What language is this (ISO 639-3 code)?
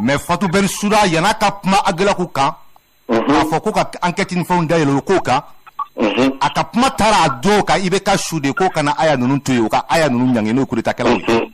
bam